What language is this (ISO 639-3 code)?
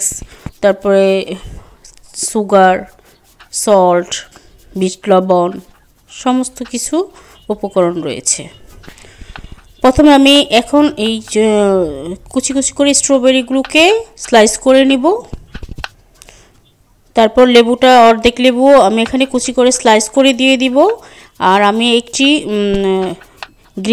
ben